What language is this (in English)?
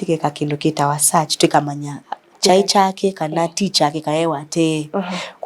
Kamba